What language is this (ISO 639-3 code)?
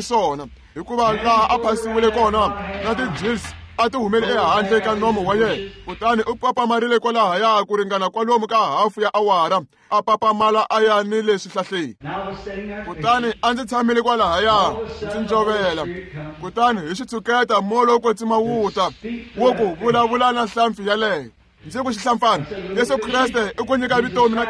tso